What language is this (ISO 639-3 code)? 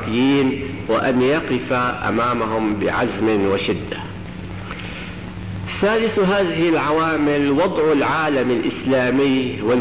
ara